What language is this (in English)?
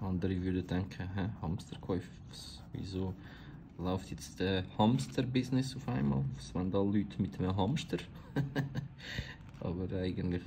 Swiss German